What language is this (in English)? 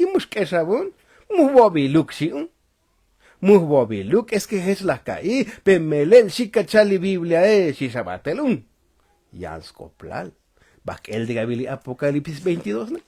Tzotzil